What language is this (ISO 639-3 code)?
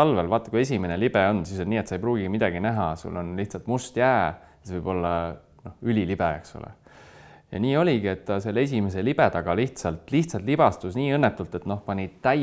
est